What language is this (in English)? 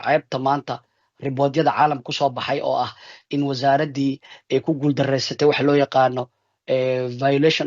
Somali